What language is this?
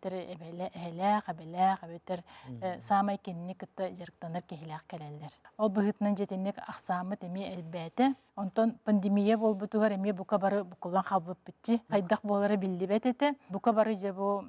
Yakut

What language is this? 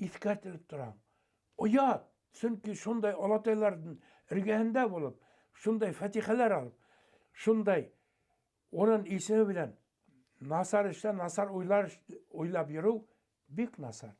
Bashkir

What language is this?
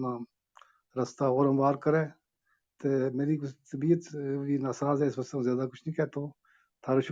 Gujari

